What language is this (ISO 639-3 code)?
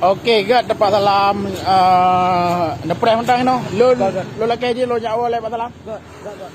ace